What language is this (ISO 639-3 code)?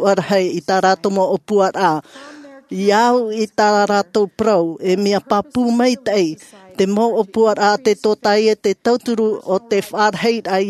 tah